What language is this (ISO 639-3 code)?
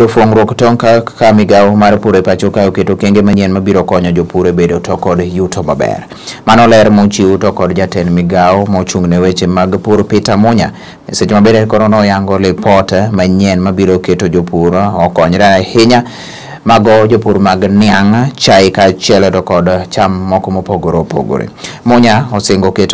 luo